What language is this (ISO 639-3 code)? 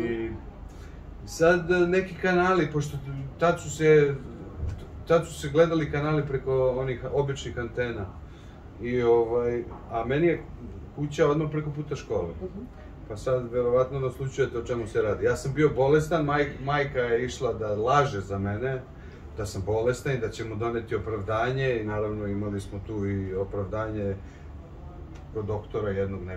srp